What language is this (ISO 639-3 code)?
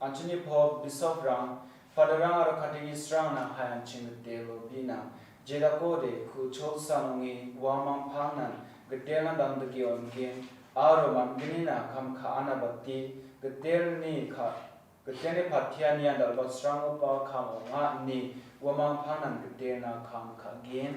grt